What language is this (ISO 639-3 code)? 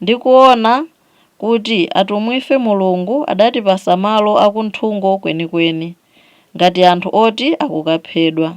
nya